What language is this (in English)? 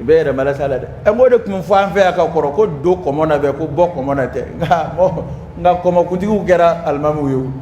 Dyula